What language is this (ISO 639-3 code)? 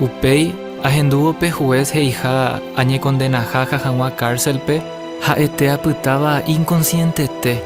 grn